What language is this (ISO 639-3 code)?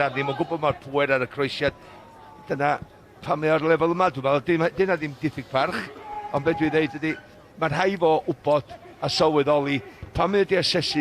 cym